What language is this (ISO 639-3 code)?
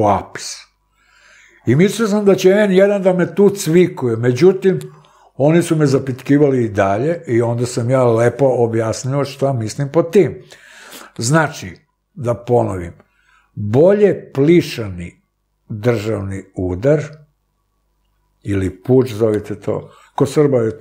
srp